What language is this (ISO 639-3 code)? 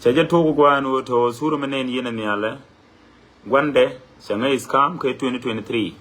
nus